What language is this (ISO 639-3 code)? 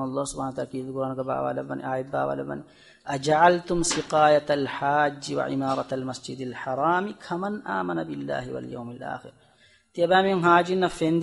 div